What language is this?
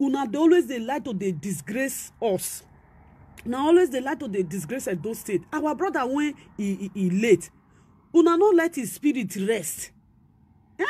Nigerian Pidgin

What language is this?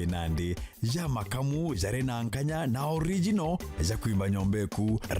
Meru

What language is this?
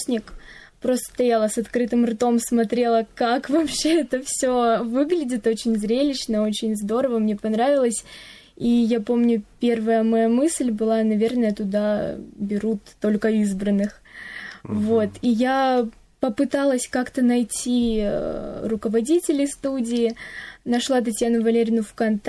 Russian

